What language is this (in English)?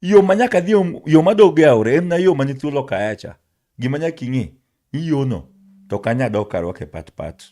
Luo (Kenya and Tanzania)